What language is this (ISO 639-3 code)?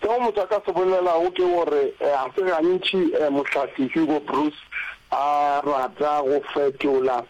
nso